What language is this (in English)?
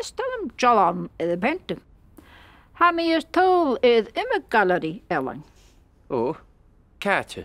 Scottish Gaelic